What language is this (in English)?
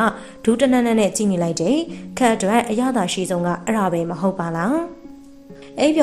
Burmese